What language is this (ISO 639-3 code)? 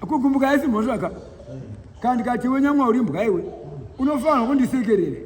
sna